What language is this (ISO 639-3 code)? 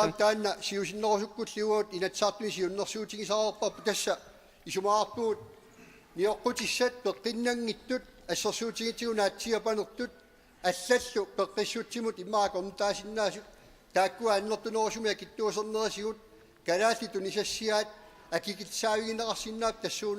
kal